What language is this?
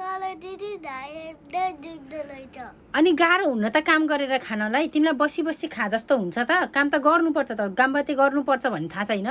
Nepali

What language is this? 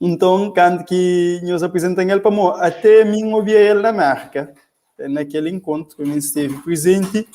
Kabuverdianu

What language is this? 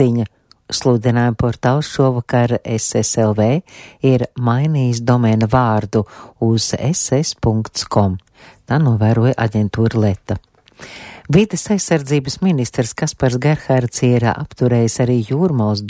Latvian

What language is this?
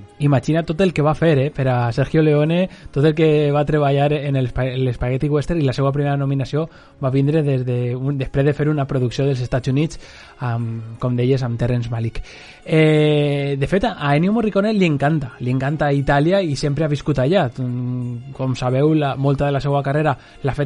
Catalan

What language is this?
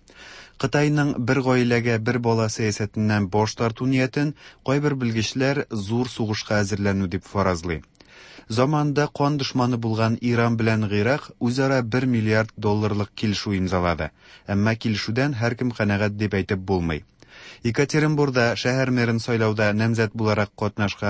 Tatar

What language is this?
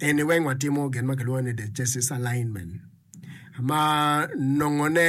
Acoli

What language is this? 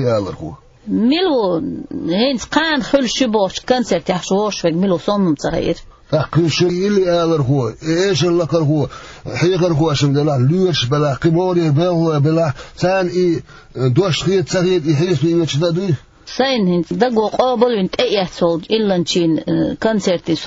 Chechen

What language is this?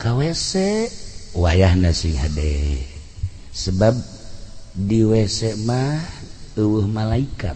Sundanese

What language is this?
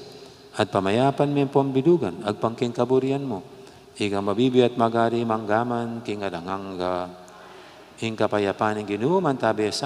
Pampanga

